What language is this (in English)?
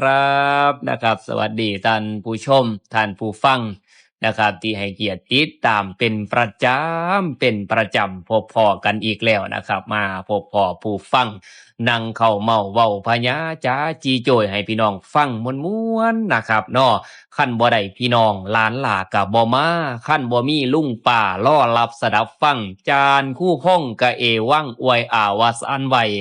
Northeastern Thai